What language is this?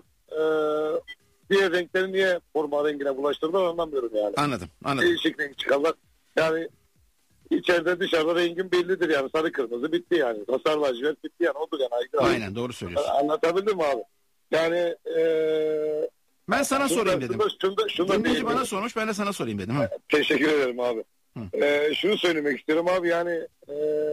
Turkish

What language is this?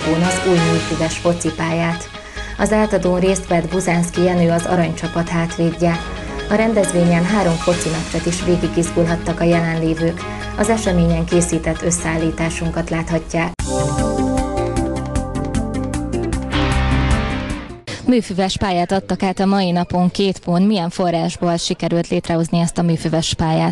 Hungarian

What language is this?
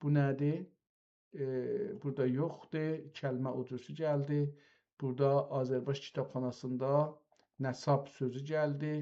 South Azerbaijani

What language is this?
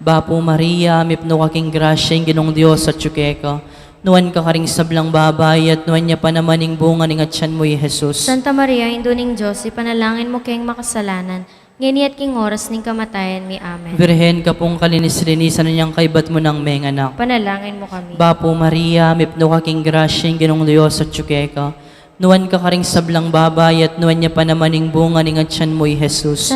Pampanga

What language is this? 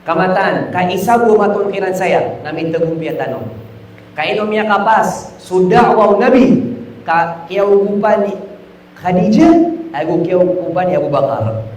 Maranao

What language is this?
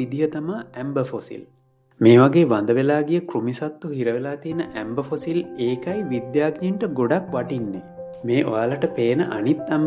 Sinhala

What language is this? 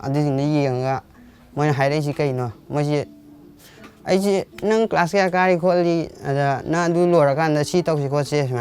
Manipuri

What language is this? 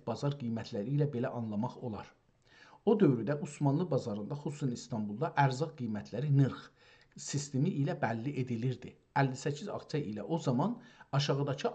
South Azerbaijani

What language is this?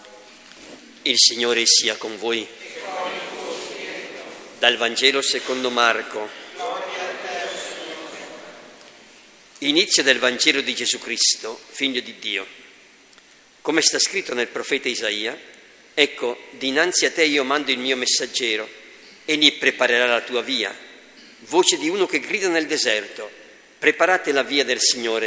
Italian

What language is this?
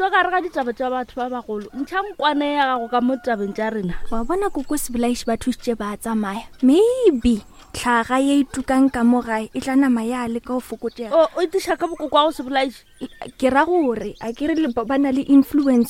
Northern Sotho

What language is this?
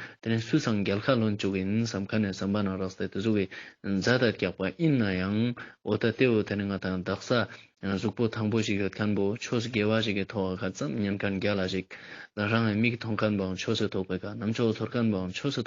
Ladakhi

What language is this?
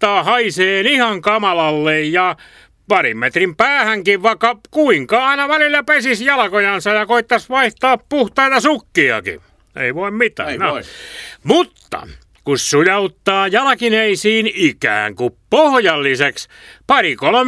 Finnish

